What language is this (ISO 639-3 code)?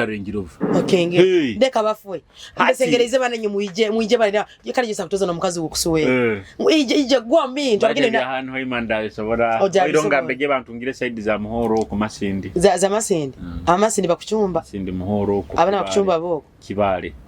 nyo